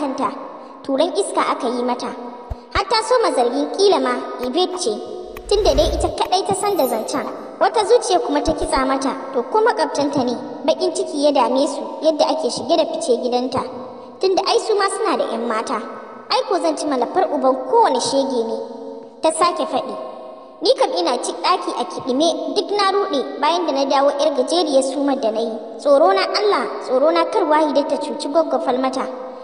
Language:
Hausa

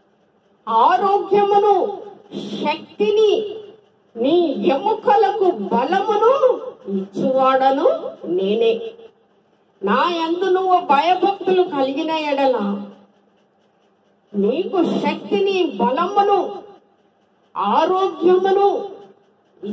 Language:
Telugu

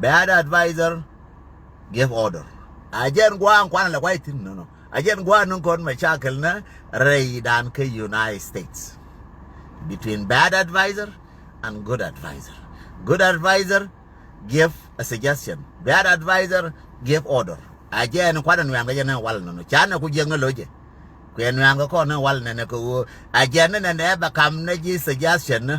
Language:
Nuer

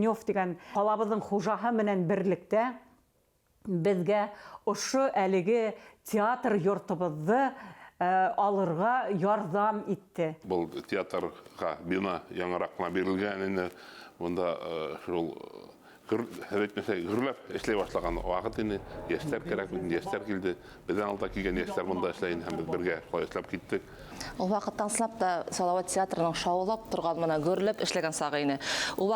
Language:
Bashkir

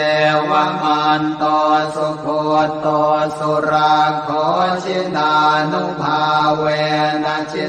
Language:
Pali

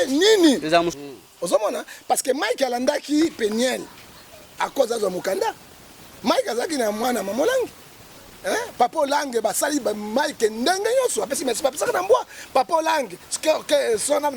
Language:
Lingala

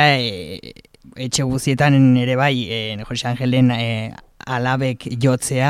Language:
Basque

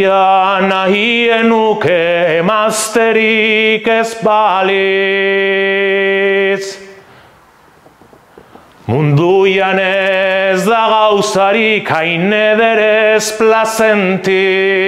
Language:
Basque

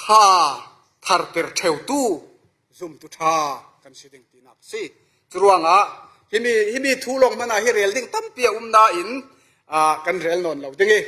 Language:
Falam Chin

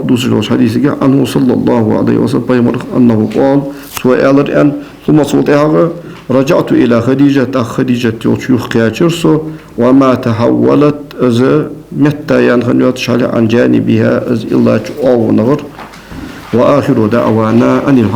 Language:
Ingush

